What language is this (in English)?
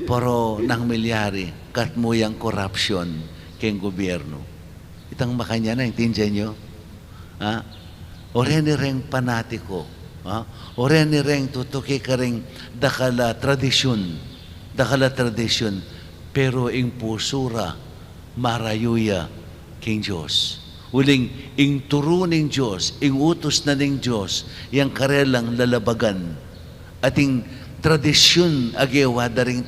Pampanga